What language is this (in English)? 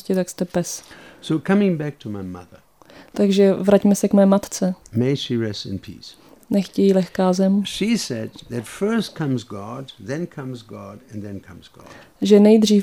Czech